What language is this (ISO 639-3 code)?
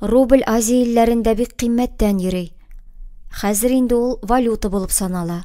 tat